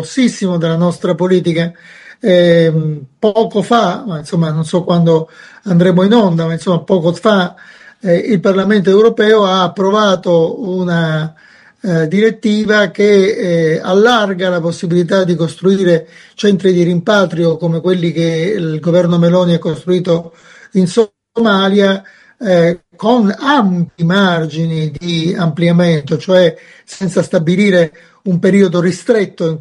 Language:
Italian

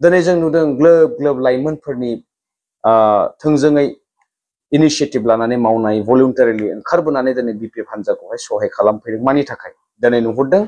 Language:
Bodo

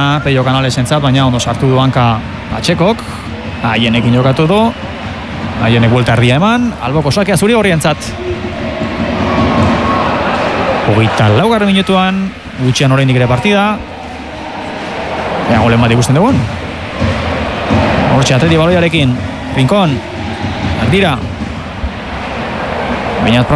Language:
Basque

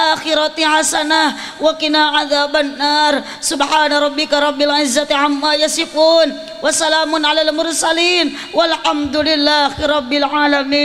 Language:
Sundanese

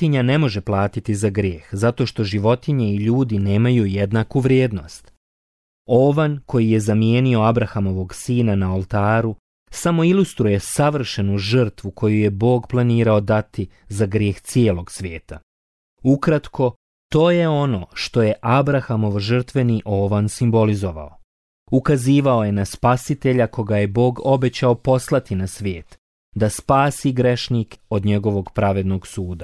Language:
Bosnian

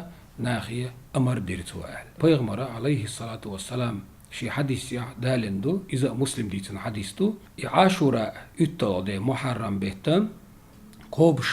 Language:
Chechen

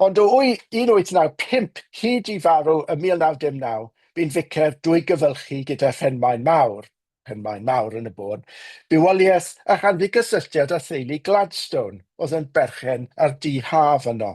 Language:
Welsh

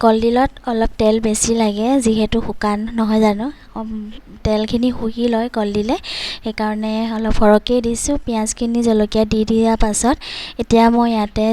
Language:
Assamese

